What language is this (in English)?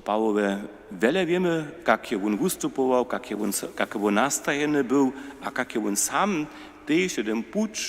Upper Sorbian